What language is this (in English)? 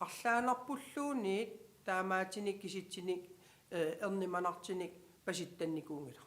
Kalaallisut